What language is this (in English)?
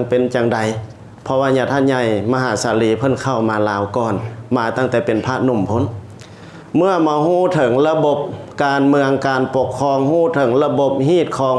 Lao